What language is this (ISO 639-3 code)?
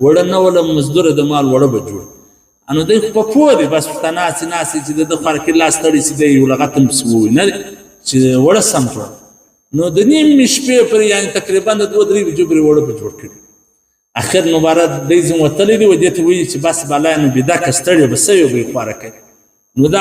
pus